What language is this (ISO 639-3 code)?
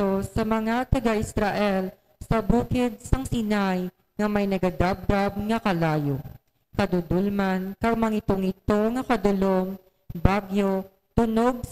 hil